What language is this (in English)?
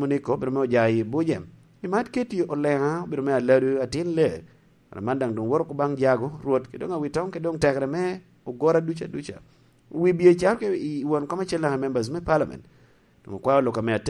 Lango (Uganda)